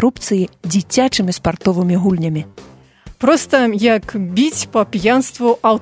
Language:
Belarusian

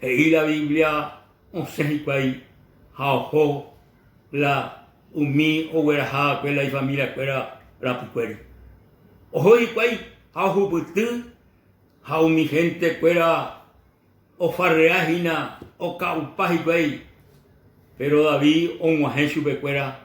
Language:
Guarani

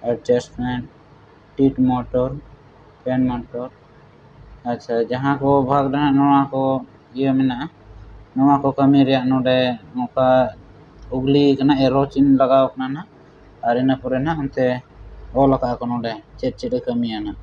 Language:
Santali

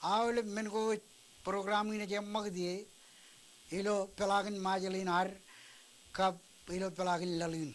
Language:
Marshallese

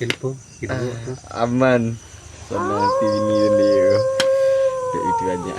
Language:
Minangkabau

